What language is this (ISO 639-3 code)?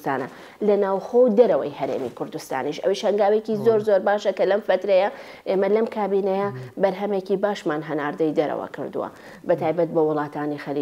ckb